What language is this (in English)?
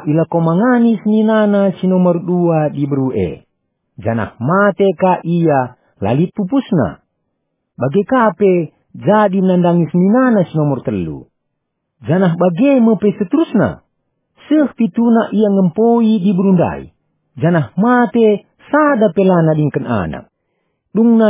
Batak Karo